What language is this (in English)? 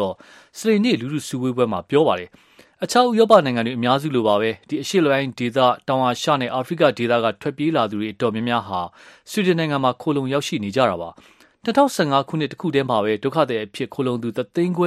Burmese